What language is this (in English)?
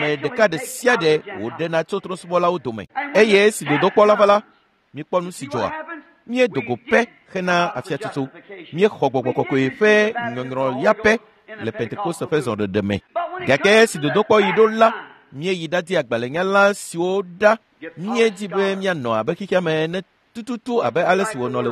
Ewe